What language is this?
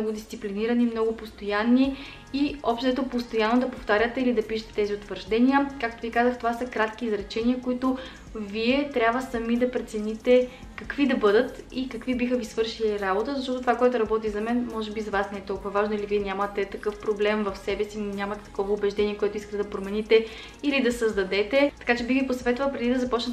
Bulgarian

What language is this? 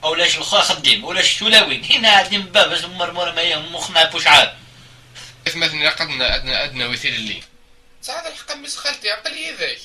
Kabyle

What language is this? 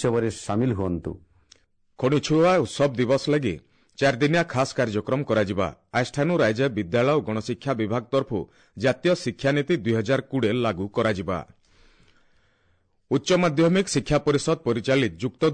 Odia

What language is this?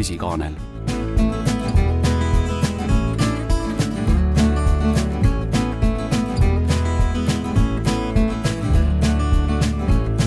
Estonian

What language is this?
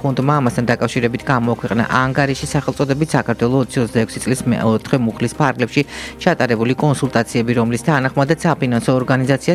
Georgian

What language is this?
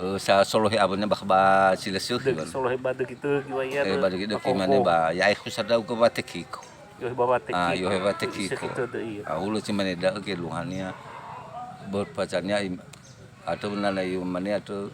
Nias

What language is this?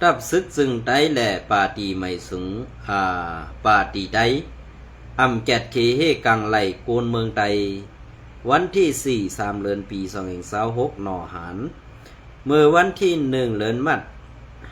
Shan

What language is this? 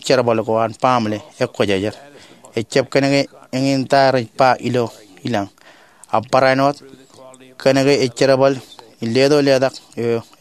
Marshallese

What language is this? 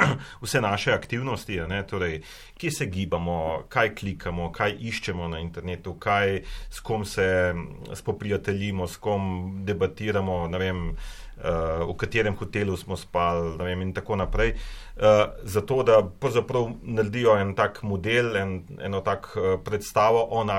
Slovenian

